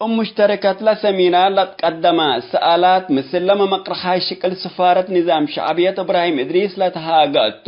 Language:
Tigre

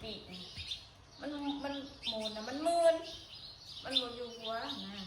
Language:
Northeastern Thai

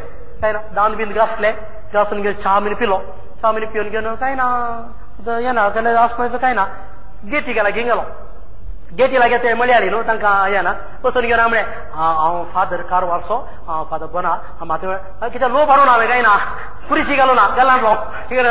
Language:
Konkani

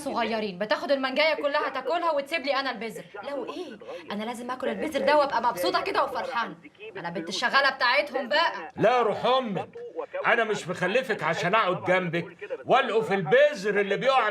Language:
Egyptian Arabic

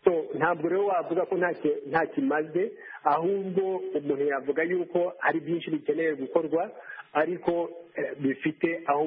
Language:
Kinyarwanda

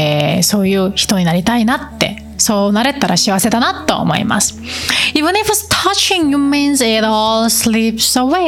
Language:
Japanese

